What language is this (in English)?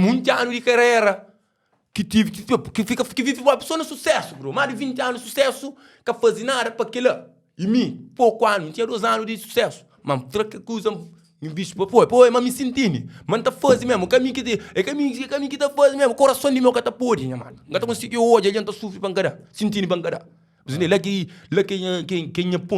Kabuverdianu